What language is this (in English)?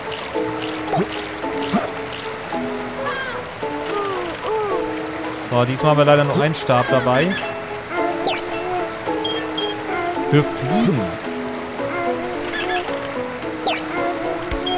German